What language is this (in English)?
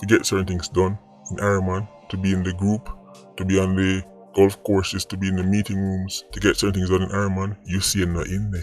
Jamaican Creole English